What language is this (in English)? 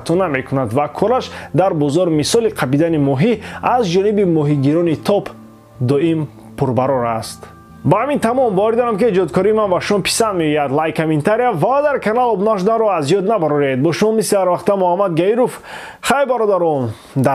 Tajik